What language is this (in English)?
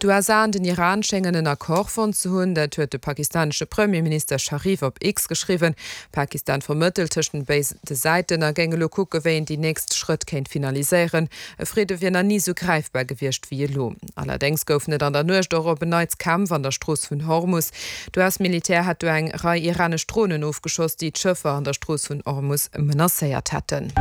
Luxembourgish